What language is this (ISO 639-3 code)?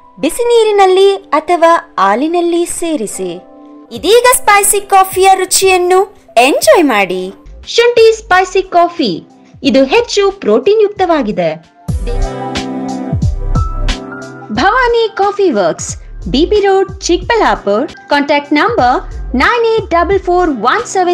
kan